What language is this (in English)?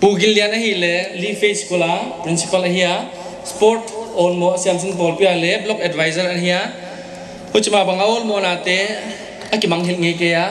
Paite Chin